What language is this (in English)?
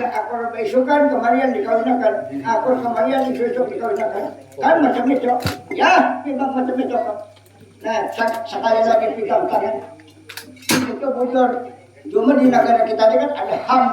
Banjar